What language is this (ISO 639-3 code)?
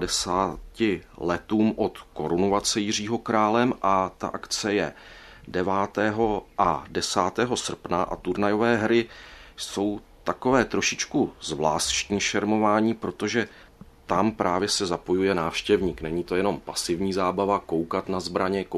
ces